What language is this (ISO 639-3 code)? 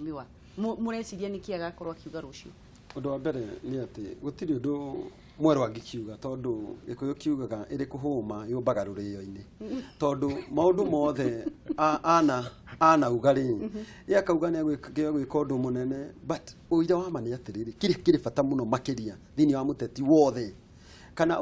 kik